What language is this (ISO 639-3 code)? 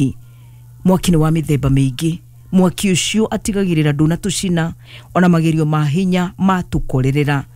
kik